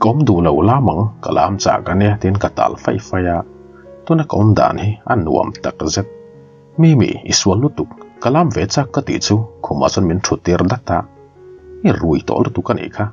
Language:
Mizo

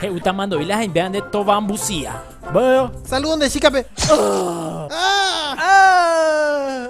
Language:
Guarani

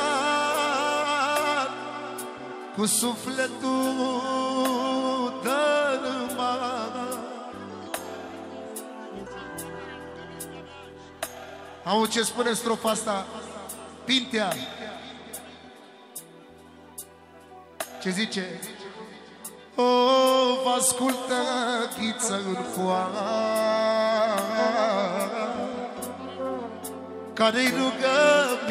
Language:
Romanian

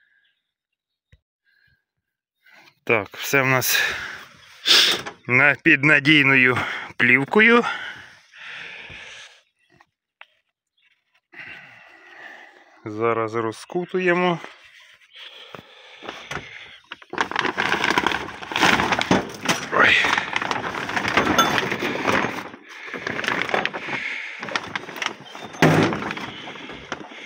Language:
Ukrainian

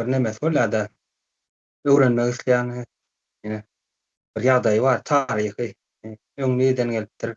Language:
Turkmen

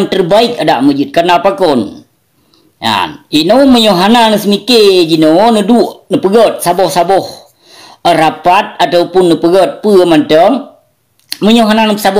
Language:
Achinese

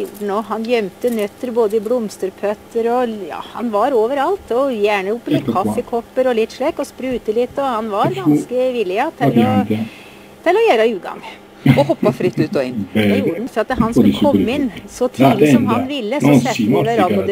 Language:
Norwegian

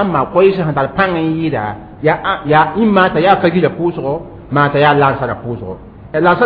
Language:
Mossi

